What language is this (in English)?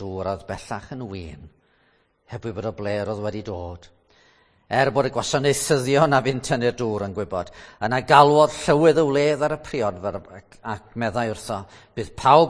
Welsh